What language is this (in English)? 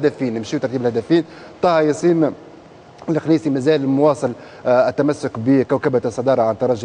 Tunisian Arabic